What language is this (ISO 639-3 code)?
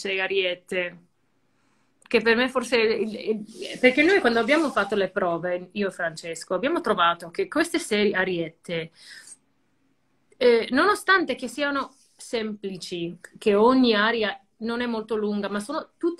ita